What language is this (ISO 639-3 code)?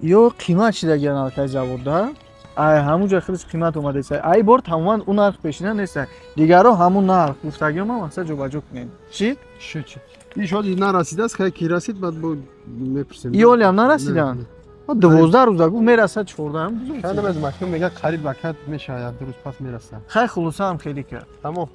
tgk